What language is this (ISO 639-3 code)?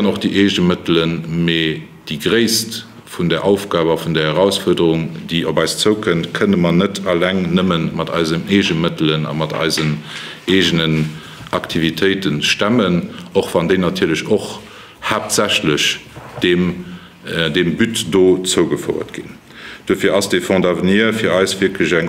ltz